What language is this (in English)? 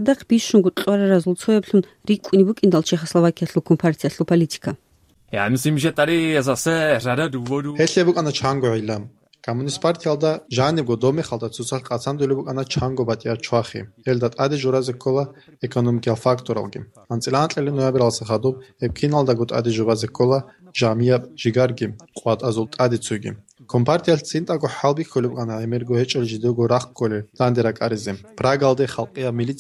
Avaric